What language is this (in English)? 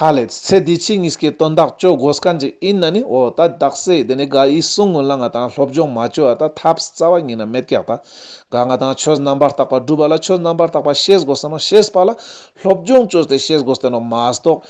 Ladakhi